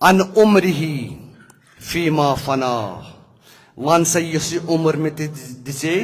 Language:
Kashmiri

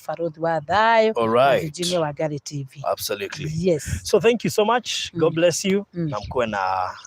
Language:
Kikuyu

